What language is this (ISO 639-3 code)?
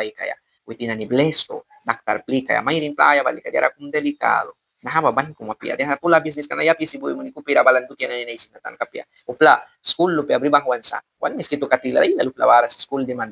miq